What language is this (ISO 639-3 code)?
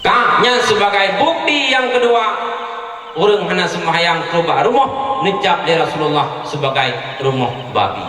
ace